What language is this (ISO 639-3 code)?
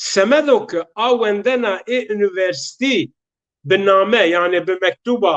zza